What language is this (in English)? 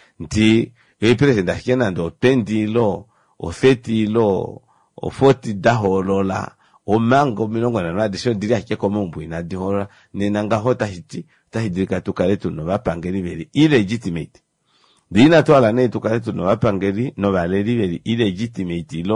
Kuanyama